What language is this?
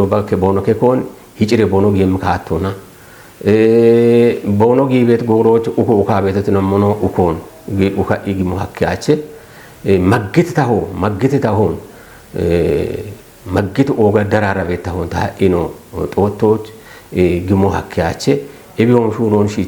Kafa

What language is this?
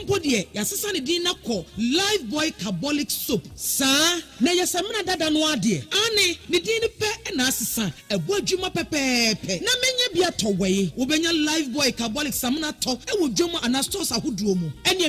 Akan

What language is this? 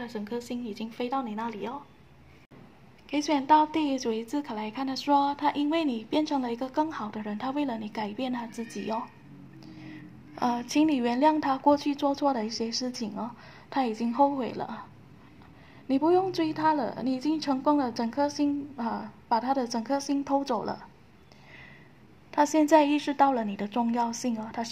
Chinese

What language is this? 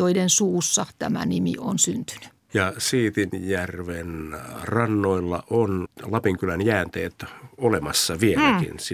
Finnish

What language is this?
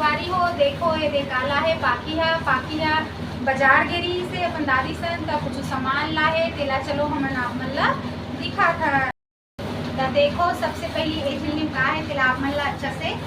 Chhattisgarhi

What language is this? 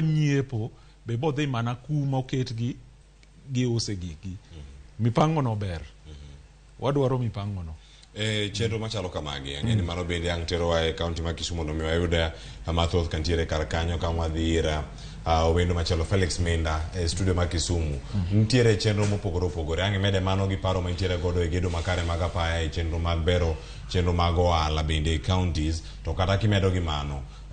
Luo (Kenya and Tanzania)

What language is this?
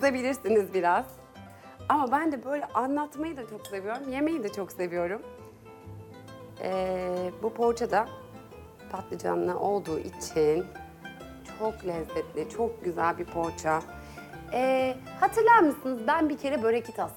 Turkish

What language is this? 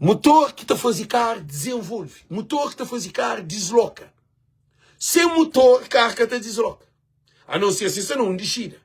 Kabuverdianu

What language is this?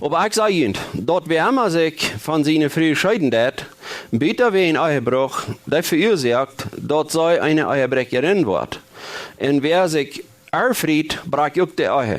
Plautdietsch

